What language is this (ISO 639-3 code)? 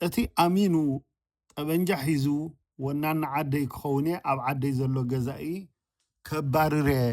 tir